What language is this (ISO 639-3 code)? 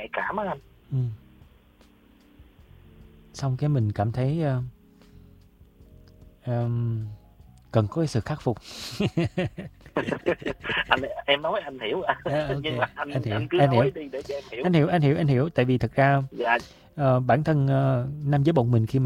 vie